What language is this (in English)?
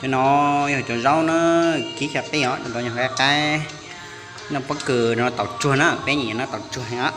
Hmong